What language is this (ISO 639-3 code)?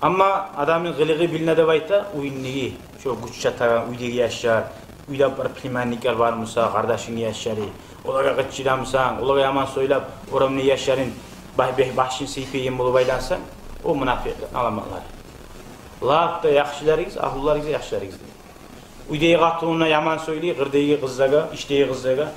kum